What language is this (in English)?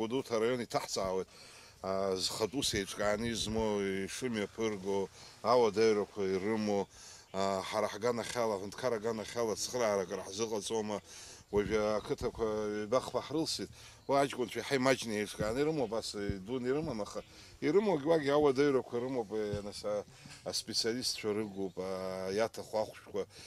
Abkhazian